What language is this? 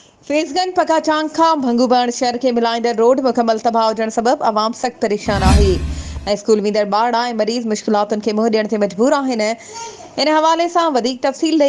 Sindhi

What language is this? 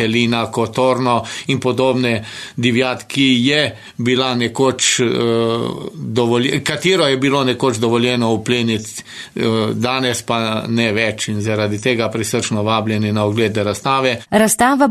Slovenian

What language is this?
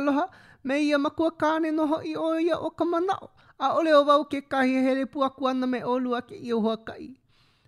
Hawaiian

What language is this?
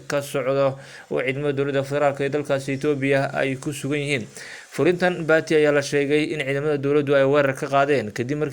Somali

